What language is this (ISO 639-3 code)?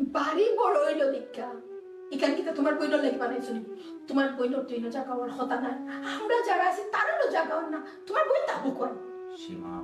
syl